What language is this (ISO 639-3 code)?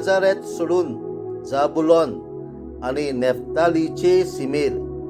kok